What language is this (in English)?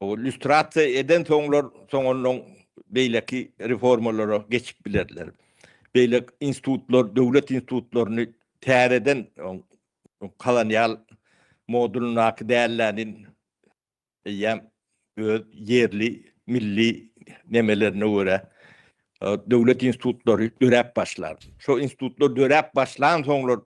Turkmen